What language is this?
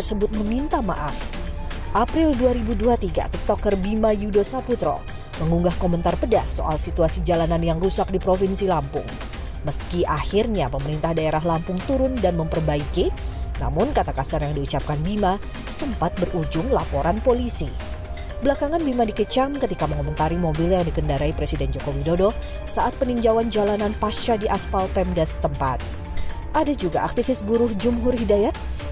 Indonesian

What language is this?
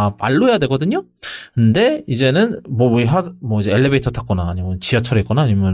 Korean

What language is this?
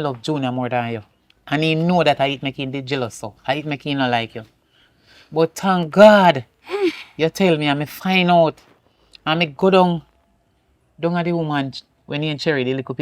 Jamaican Creole English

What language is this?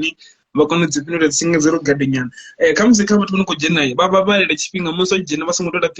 Venda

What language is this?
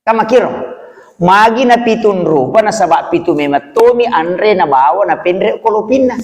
Buginese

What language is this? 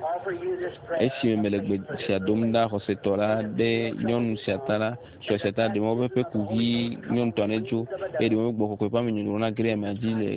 Ewe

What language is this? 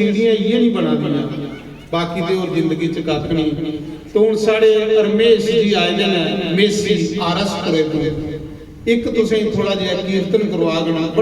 Dogri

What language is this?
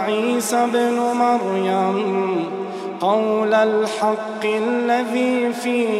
Arabic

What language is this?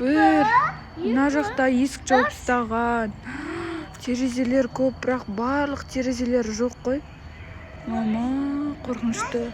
Kazakh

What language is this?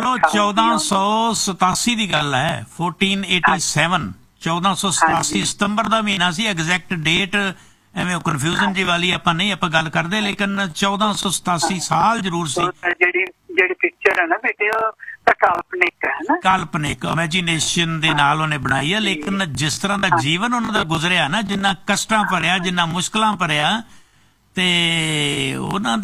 Punjabi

